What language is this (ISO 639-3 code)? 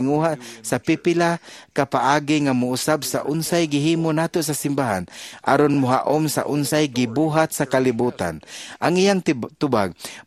ceb